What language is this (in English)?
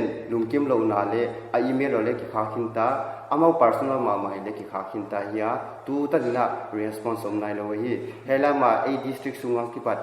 Paite Chin